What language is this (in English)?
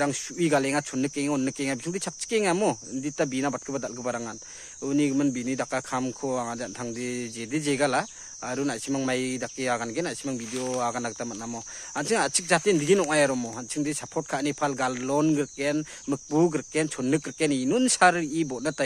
Garo